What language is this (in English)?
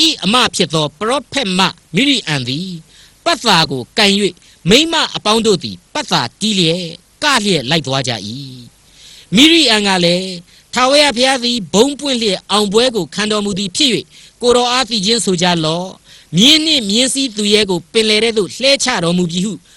Burmese